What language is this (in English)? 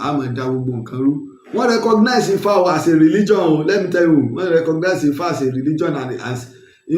Yoruba